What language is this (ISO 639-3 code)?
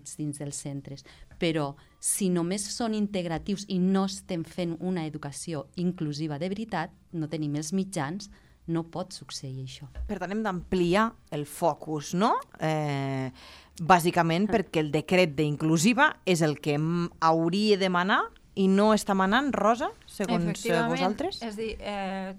cat